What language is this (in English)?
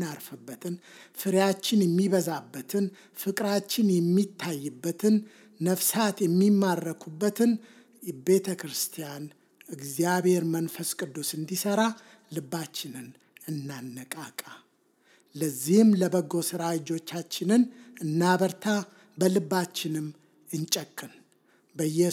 Amharic